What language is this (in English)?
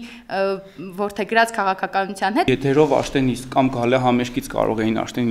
Armenian